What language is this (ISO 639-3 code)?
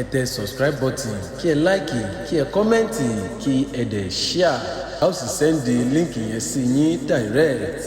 yor